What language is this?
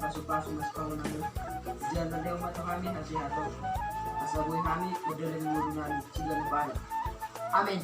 Batak Toba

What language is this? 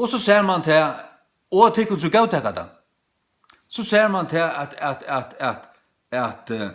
Faroese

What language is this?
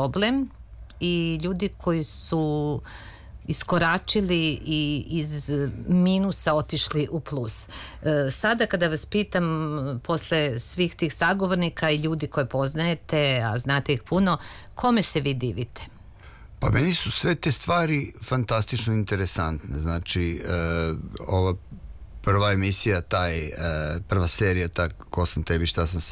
Serbian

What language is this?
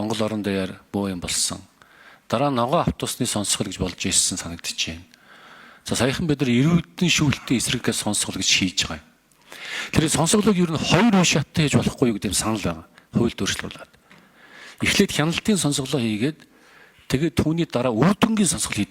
Mongolian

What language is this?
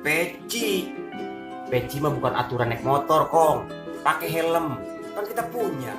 Betawi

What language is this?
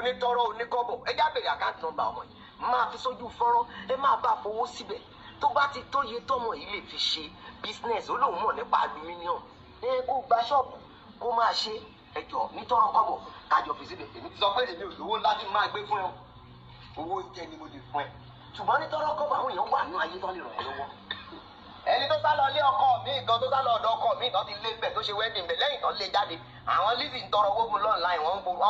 Yoruba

